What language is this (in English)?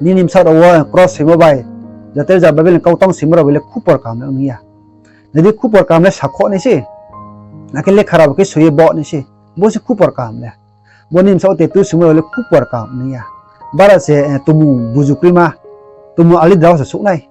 Riang (India)